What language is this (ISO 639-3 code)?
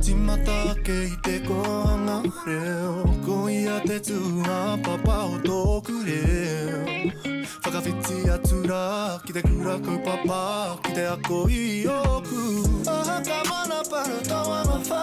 mri